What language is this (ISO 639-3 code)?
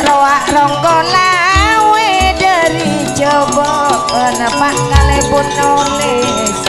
mad